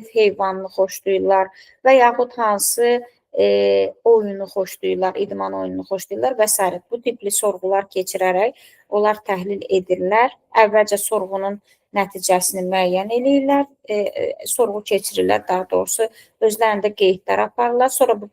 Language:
Azerbaijani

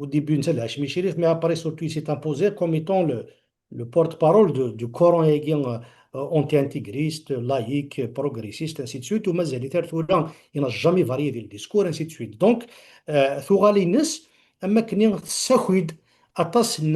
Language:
Kabyle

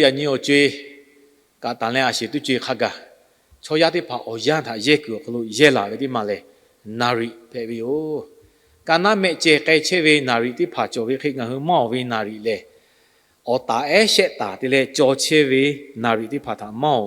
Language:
Lahu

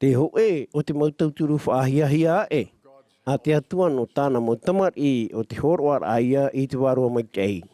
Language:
Tahitian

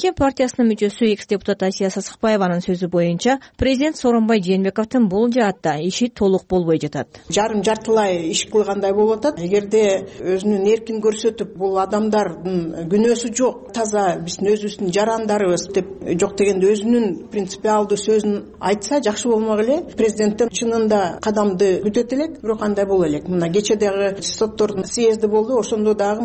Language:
Kyrgyz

